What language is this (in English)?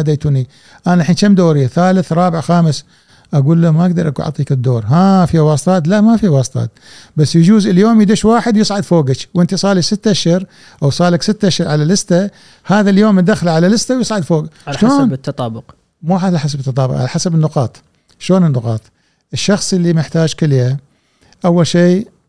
Gulf Arabic